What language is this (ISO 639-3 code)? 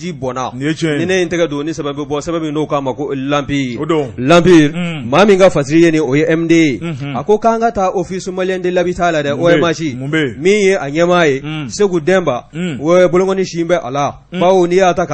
bam